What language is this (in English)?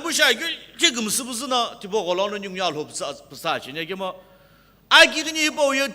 Sumi Naga